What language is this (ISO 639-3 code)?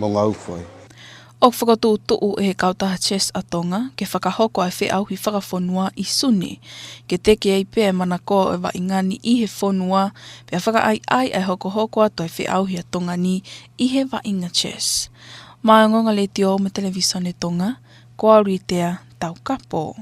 ton